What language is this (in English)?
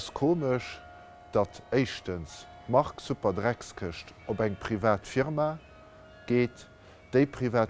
Luxembourgish